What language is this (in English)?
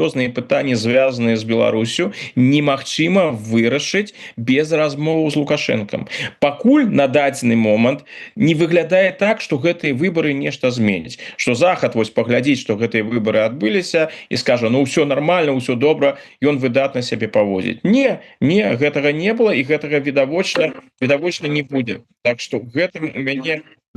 Belarusian